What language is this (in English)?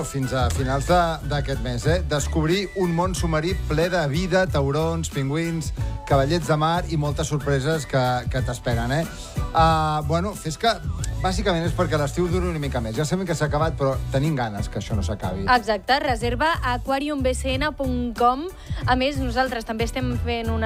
Catalan